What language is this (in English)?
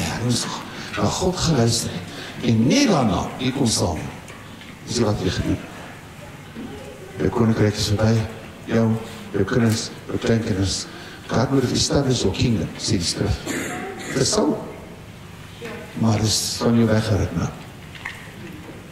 Afrikaans